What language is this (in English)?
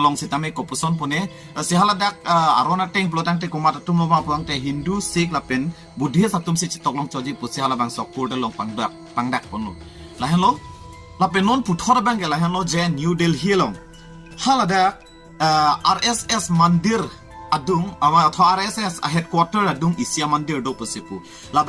Karbi